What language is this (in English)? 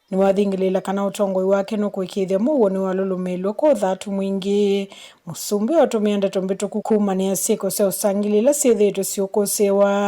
Kamba